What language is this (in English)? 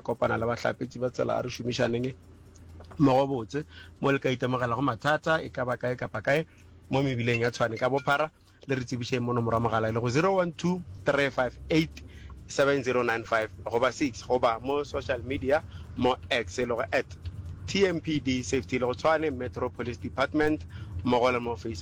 Northern Sotho